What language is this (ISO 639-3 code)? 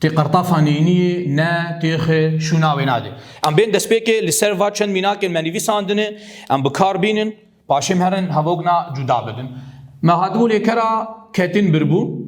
kur